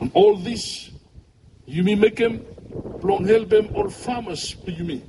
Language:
Bislama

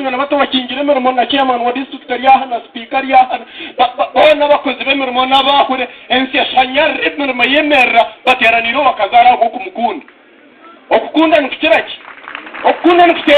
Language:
Nyankole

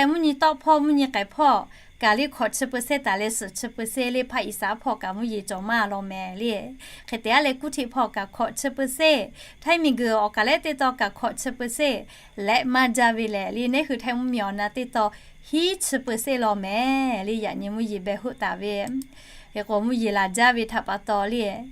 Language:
Lahu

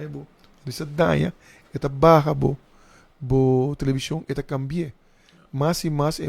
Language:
Papiamento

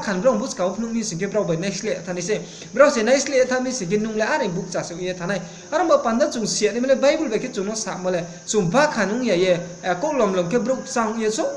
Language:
Riang (India)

